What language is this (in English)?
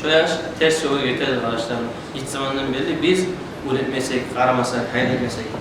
Kumyk